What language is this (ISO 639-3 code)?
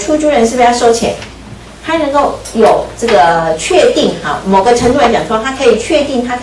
zho